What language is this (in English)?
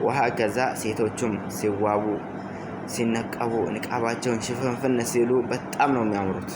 Amharic